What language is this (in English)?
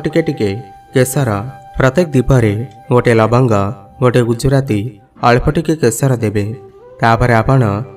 Odia